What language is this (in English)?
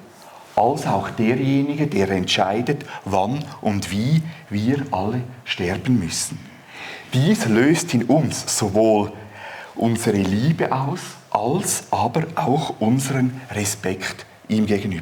Swiss German